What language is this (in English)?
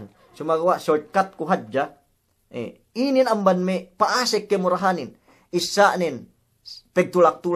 Yakan